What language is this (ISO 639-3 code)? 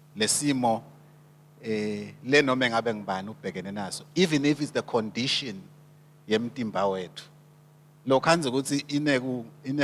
ssw